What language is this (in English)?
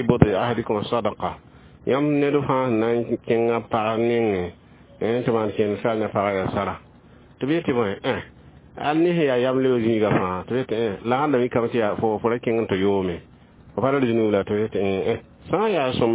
Mossi